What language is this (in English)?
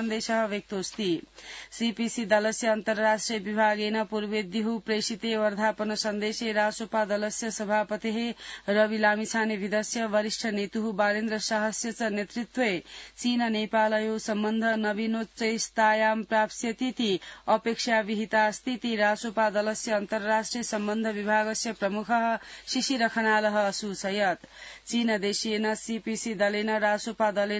Sanskrit